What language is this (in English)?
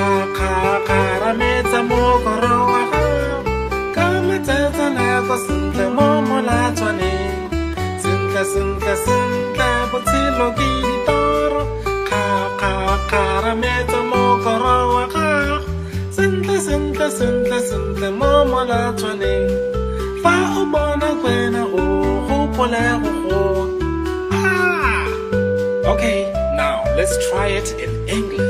Tswana